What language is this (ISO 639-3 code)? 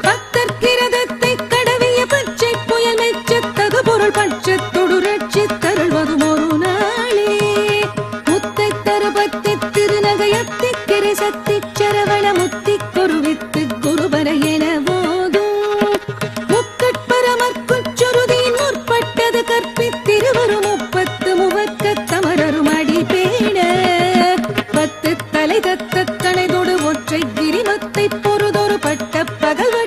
tam